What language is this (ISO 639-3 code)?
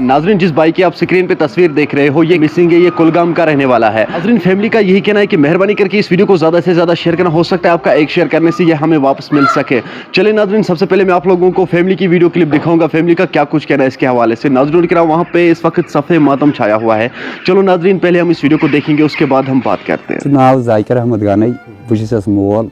kas